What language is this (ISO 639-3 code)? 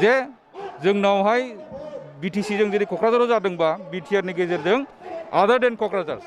brx